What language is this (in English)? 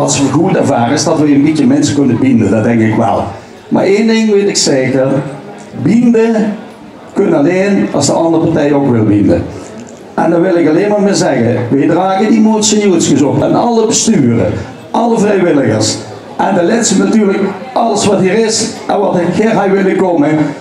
Limburgish